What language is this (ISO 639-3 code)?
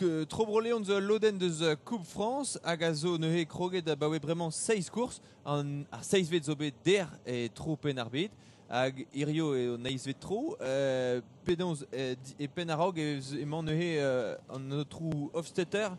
bre